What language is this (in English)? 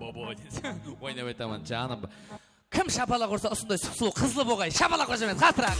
Kara-Kalpak